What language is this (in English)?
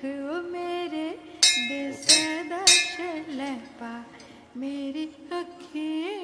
Dogri